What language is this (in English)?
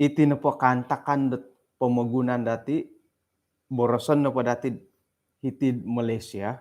Central Dusun